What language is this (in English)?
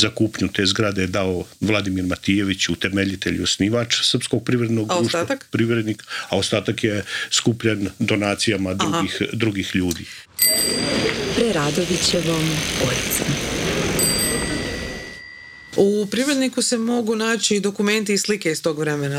Croatian